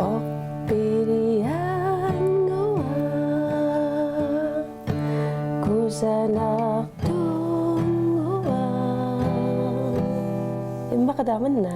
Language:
Kalaallisut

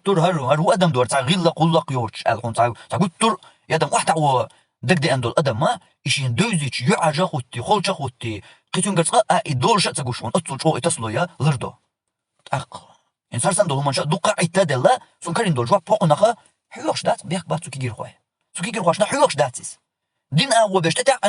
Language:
Chechen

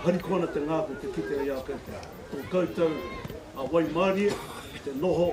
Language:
Māori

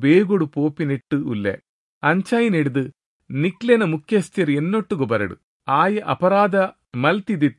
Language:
Tulu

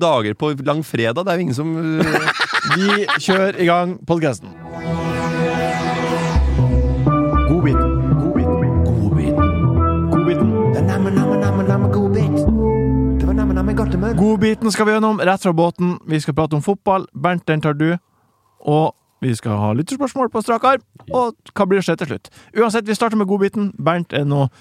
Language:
Norwegian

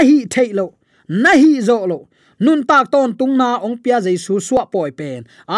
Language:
Tedim Chin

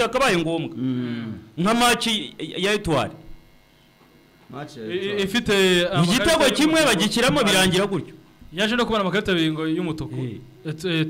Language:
Kinyarwanda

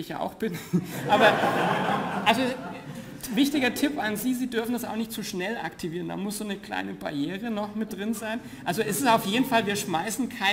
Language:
German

